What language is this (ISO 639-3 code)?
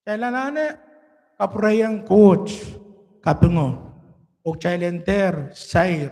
pon